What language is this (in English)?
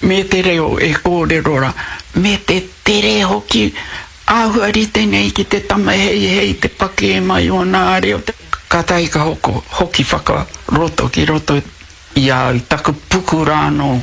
Māori